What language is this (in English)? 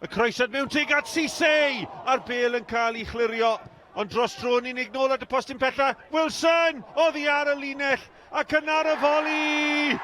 Welsh